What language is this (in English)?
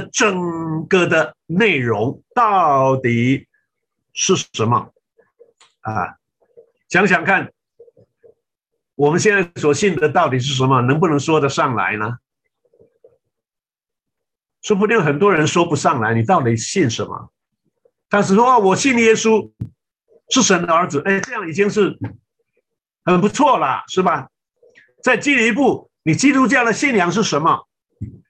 Chinese